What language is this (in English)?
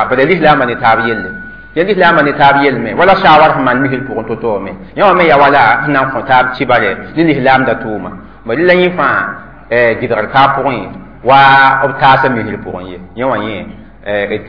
Mossi